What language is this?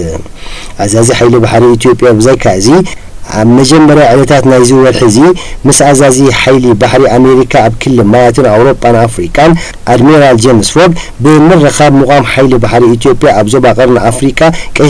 Tigrinya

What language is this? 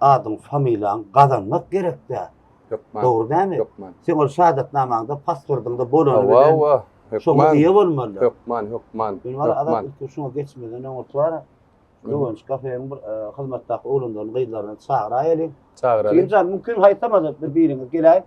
Turkmen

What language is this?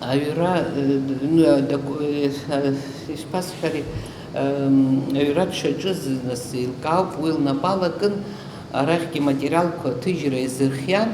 Abkhazian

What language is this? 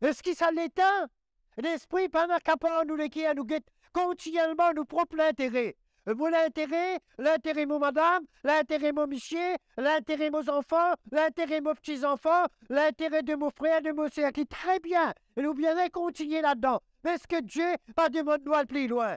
Morisyen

